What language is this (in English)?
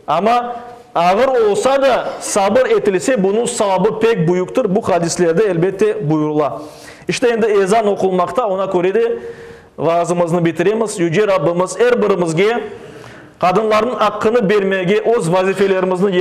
Crimean Tatar